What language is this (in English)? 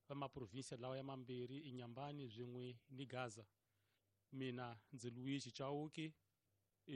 Tsonga